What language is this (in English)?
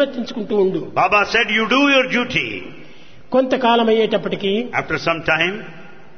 Telugu